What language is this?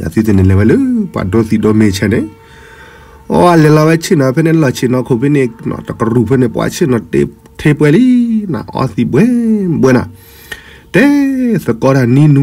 S'gaw Karen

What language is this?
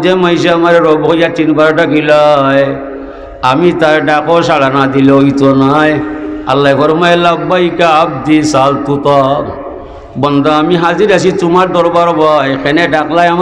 Sylheti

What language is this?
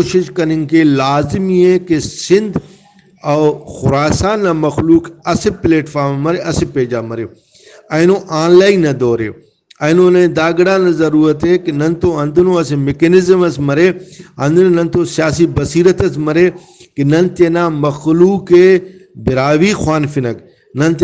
Brahui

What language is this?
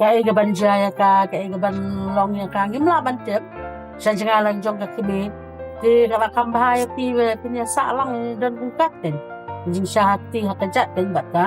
Khasi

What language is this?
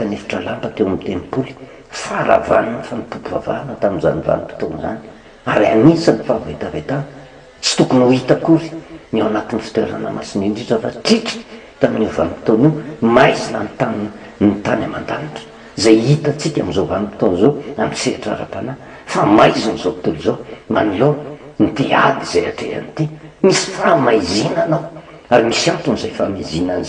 Malagasy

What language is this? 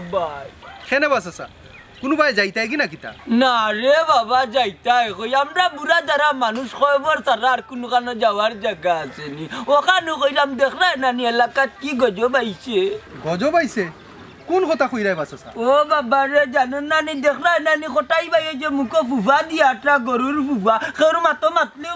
Sylheti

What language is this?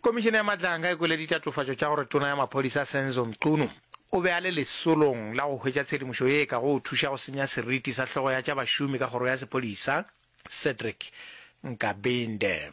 Northern Sotho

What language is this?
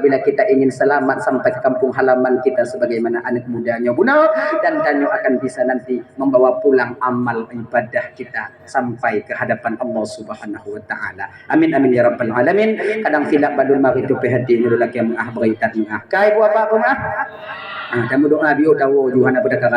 Achinese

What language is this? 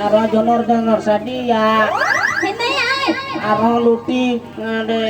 Santali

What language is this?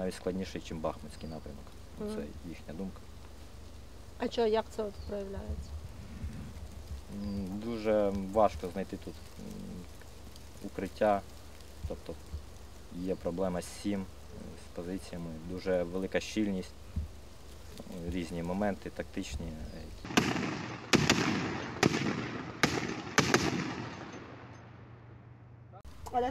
Ukrainian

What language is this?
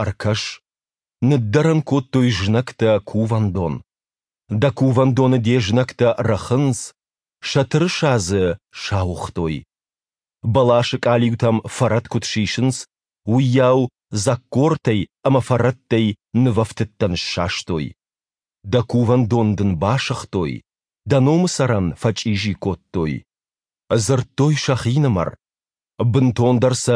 Ossetic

